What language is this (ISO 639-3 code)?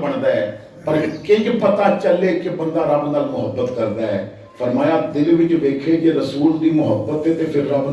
lah